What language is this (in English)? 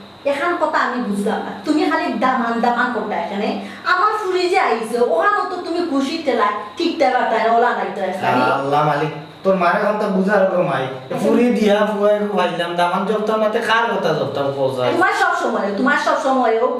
Sylheti